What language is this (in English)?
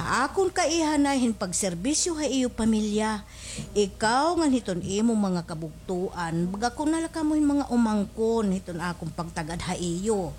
Waray